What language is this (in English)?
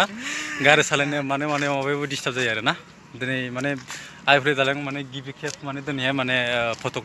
Bodo